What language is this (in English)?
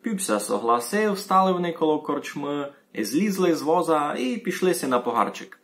Rusyn